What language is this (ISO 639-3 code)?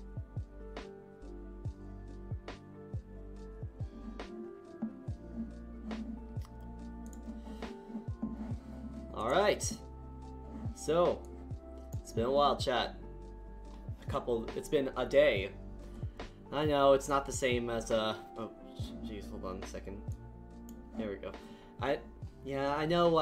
eng